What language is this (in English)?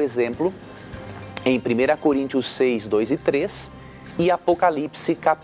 Portuguese